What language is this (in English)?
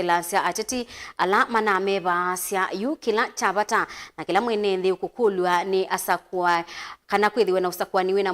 Kamba